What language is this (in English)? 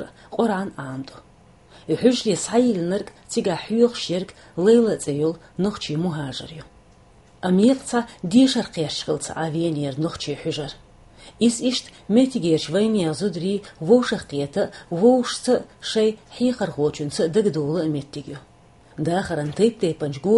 Chechen